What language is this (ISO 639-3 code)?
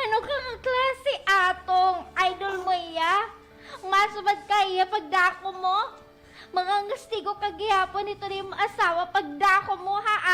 war